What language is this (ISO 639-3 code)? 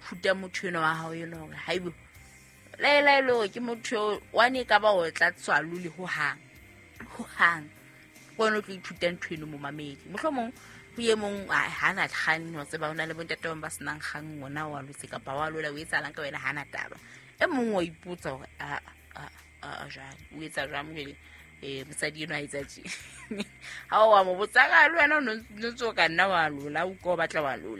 sot